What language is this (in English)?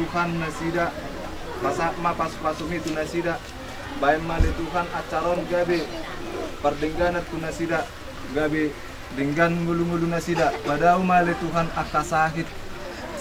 Batak Toba